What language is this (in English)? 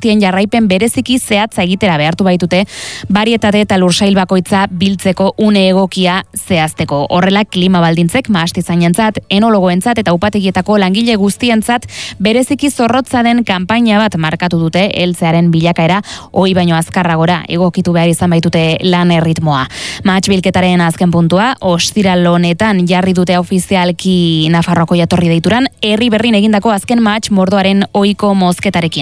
Basque